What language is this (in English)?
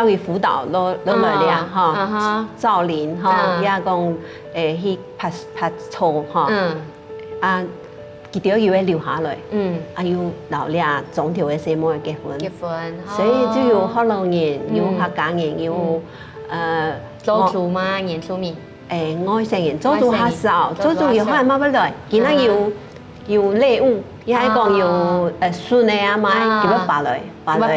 Hakka Chinese